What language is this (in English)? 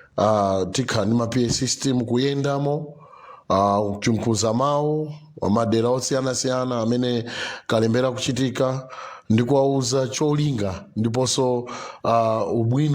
Nyanja